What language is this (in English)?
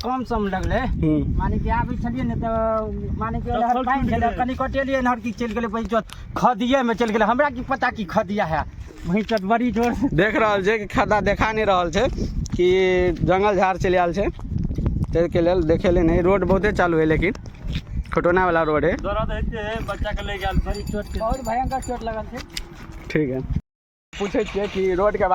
Maithili